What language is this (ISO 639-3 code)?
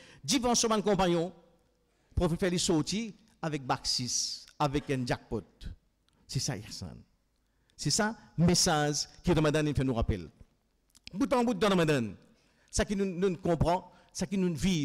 fra